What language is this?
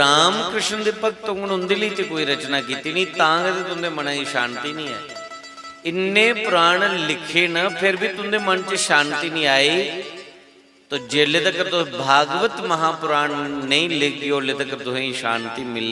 Dogri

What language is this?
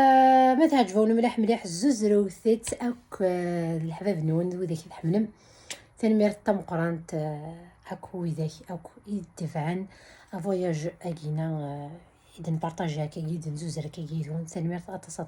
Kabyle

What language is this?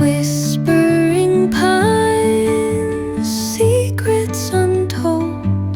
Mizo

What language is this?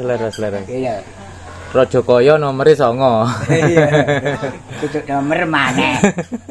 Javanese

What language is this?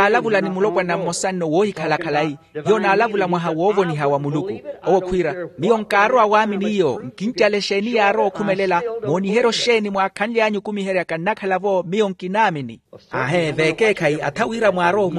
Makhuwa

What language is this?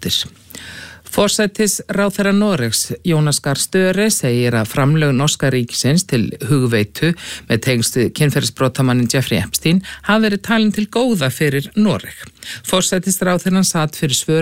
Icelandic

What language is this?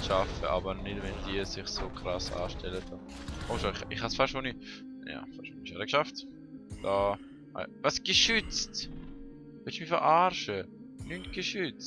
Swiss German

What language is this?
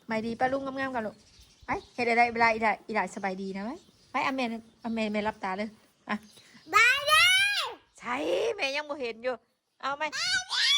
Northeastern Thai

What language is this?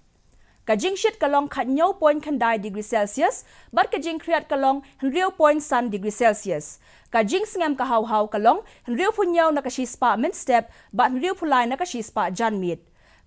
Khasi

